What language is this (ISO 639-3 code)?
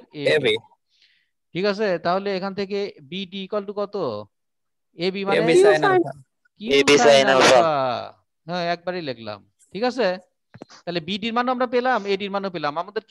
ben